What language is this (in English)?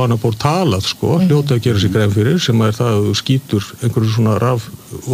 Icelandic